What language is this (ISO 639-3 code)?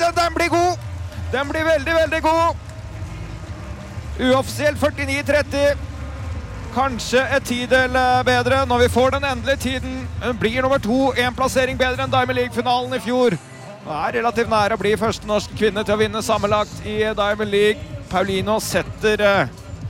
nor